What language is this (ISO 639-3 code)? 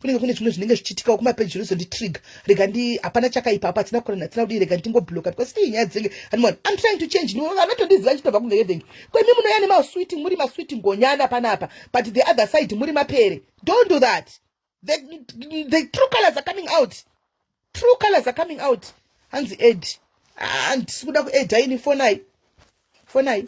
sna